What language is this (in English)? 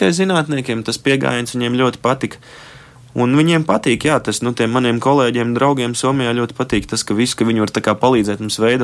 Latvian